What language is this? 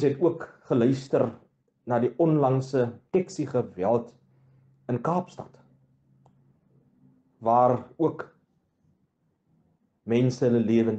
Afrikaans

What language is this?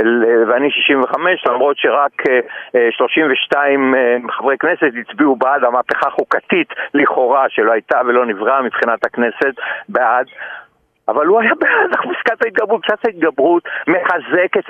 Hebrew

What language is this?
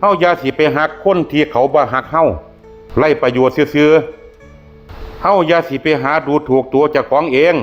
Northeastern Thai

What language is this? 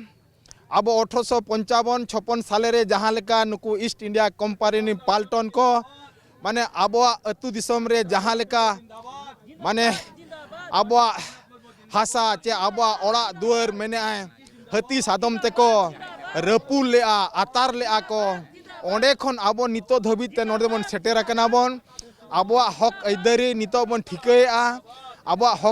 Santali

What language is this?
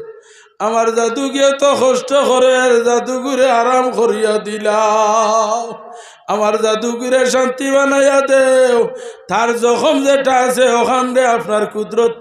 Sylheti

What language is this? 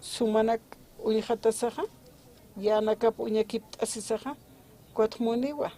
Aymara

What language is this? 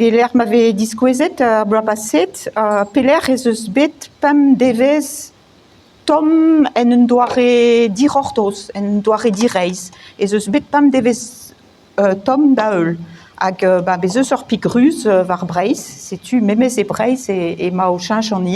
Breton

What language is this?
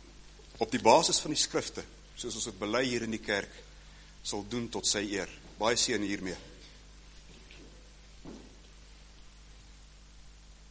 Afrikaans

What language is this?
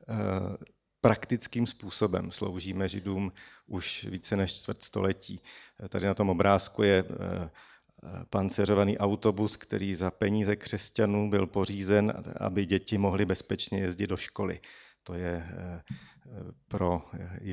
Czech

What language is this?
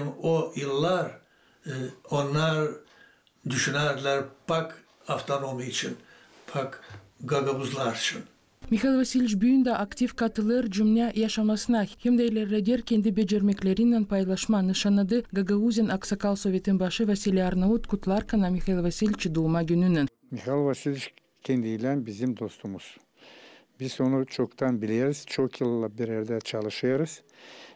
Gagauz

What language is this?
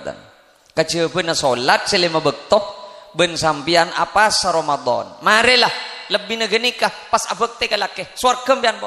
Madurese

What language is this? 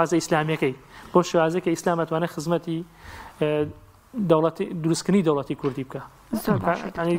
Central Kurdish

